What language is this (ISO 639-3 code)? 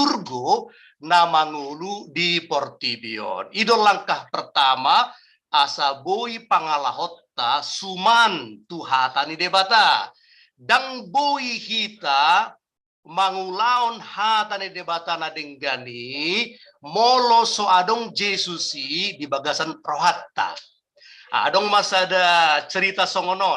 bbc